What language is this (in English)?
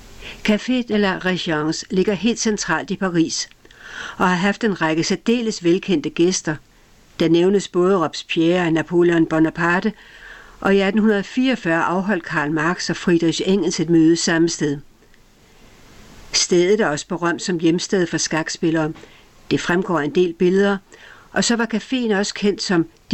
Danish